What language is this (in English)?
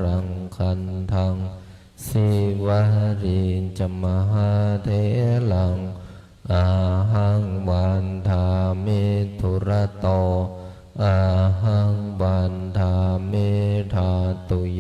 Pali